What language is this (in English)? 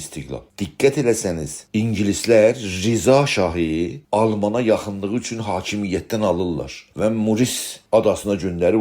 South Azerbaijani